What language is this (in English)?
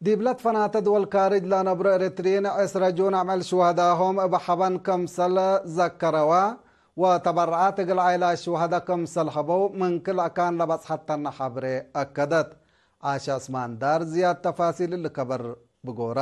Tigre